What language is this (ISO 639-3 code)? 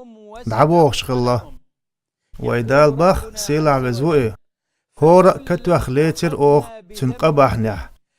che